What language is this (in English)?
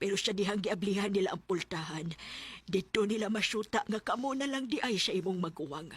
Cebuano